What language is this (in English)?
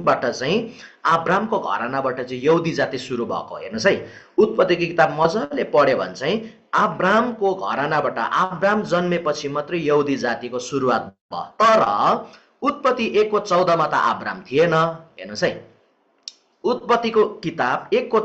Nepali